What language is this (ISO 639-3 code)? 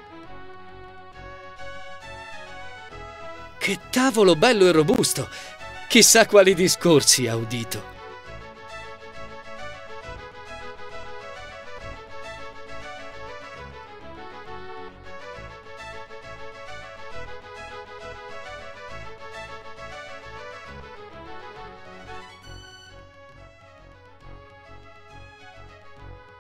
ita